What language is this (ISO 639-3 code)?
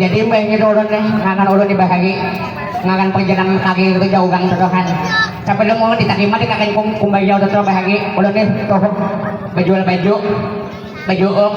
bjn